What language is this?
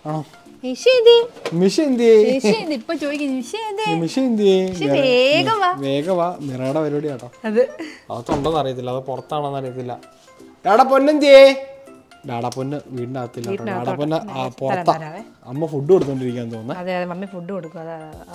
Malayalam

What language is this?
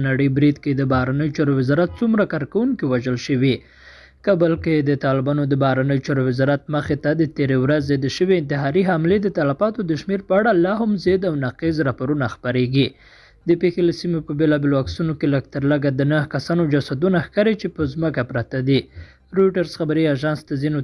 Pashto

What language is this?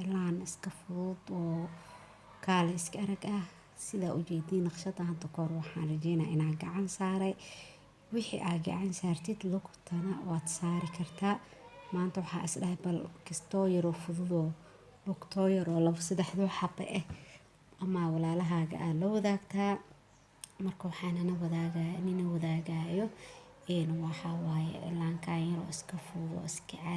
Somali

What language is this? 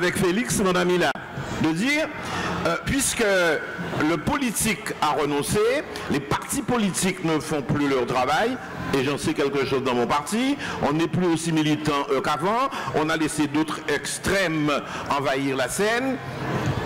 French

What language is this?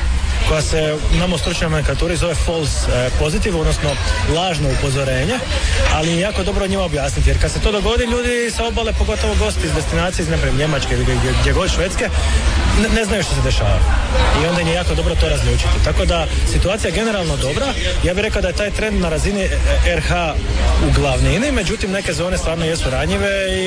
Croatian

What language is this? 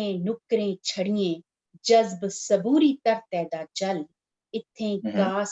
Dogri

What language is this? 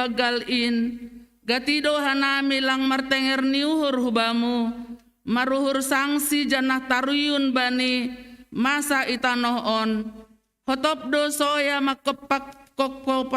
Batak Simalungun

